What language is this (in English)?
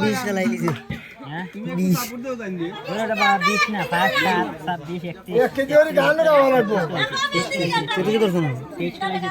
Sylheti